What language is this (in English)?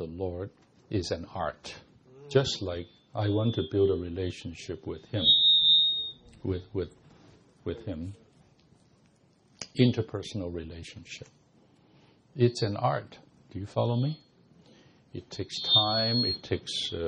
English